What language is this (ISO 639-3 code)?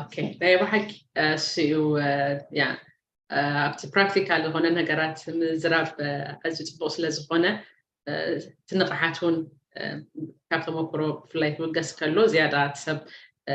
tir